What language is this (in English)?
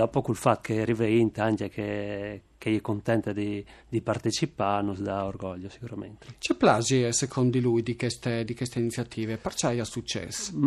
Friulian